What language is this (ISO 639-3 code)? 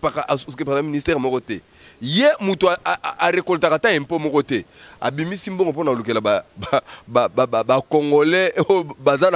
lin